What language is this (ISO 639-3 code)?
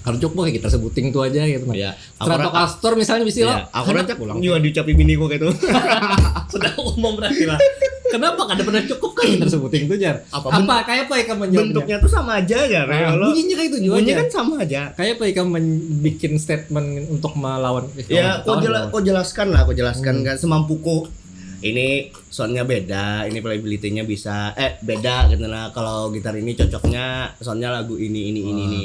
bjn